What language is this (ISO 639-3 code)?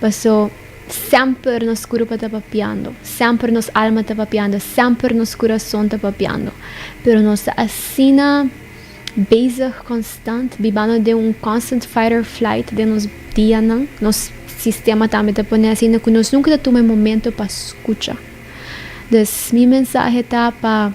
pap